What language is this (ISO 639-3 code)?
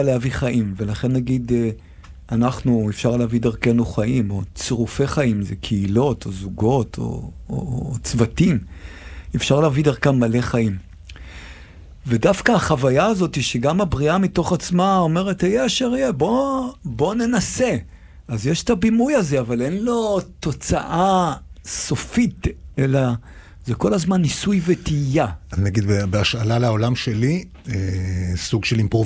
heb